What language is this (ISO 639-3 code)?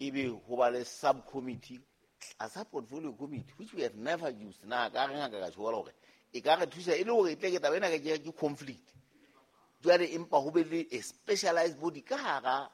sot